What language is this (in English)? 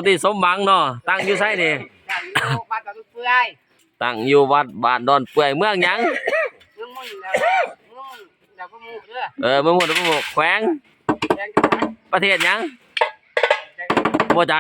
Lao